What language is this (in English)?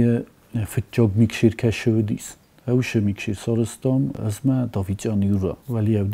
Ossetic